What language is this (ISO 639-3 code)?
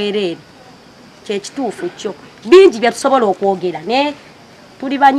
lug